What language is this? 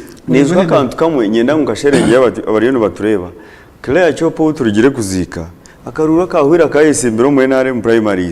Nyankole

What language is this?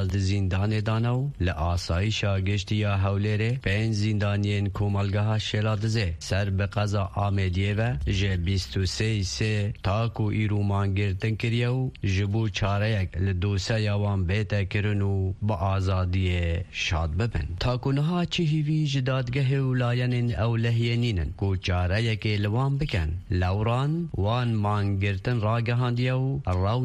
Kurdish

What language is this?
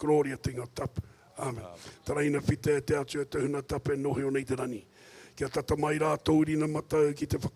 Māori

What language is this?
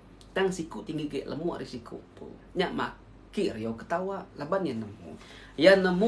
Iban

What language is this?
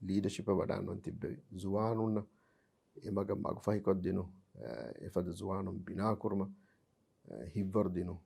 Divehi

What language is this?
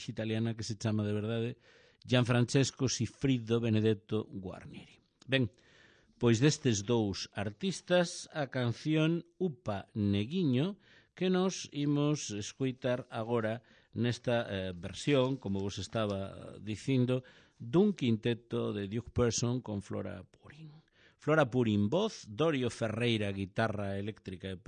Galician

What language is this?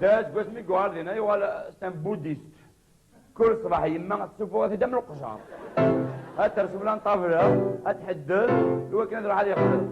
Kabyle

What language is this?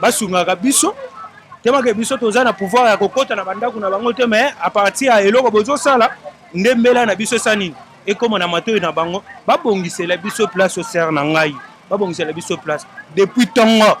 Lingala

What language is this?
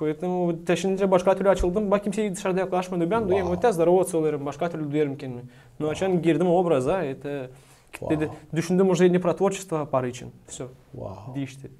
Gagauz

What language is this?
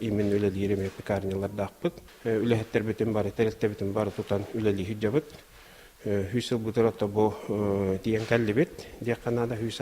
Yakut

